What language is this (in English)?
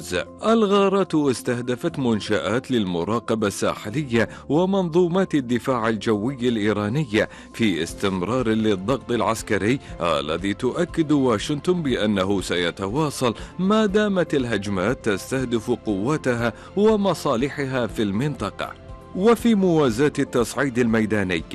Arabic